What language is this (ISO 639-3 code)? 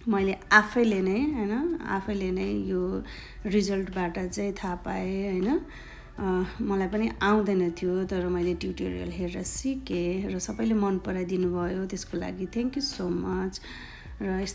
nep